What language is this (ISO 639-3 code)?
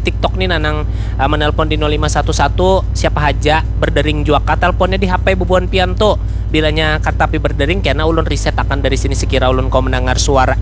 bjn